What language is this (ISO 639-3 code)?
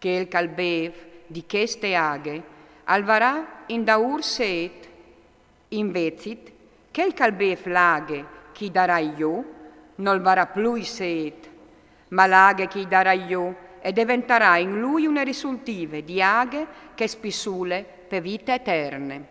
fur